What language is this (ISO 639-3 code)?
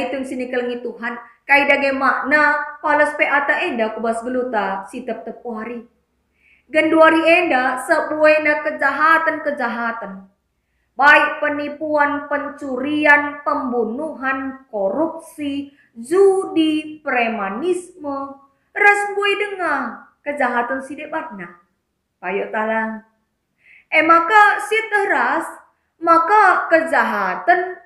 btx